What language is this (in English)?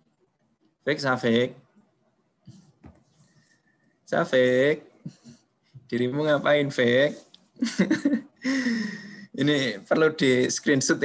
Indonesian